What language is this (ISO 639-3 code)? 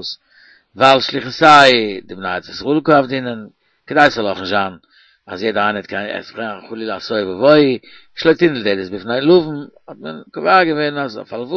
yid